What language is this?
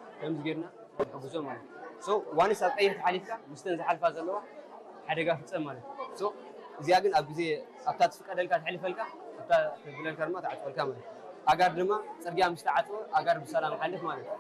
Tigrinya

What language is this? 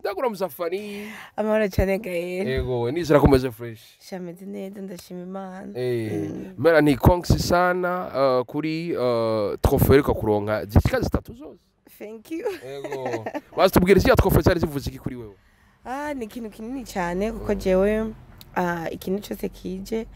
Rundi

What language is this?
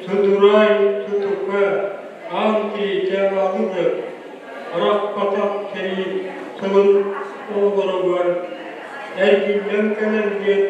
Yakut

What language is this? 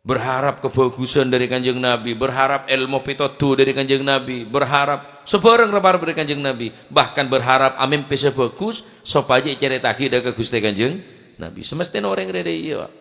Madurese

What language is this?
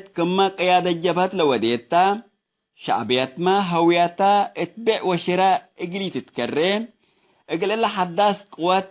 Tigre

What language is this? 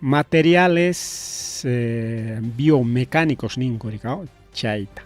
Ayacucho Quechua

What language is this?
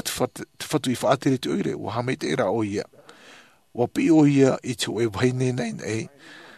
Tahitian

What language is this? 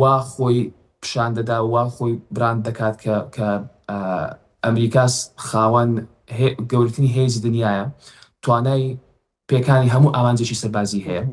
Central Kurdish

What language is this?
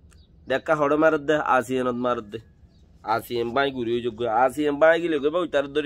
Rohingya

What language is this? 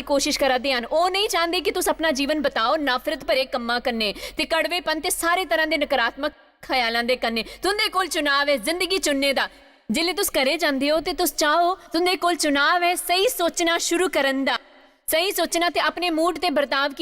Dogri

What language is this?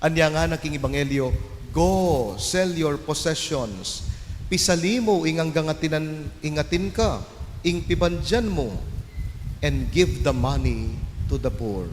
Pampanga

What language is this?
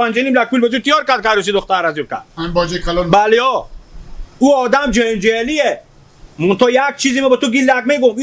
Hazaragi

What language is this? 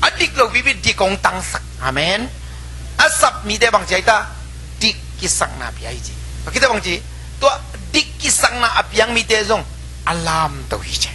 Tedim Chin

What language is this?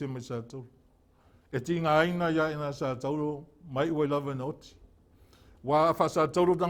Samoan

